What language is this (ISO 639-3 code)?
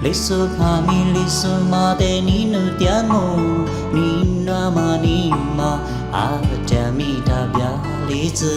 lis